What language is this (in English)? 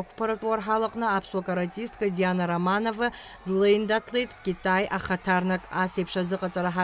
Abkhazian